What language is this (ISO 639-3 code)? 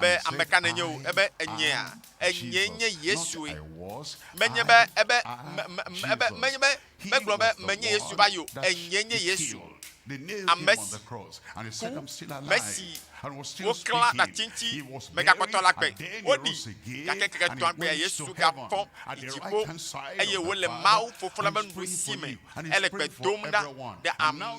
ewe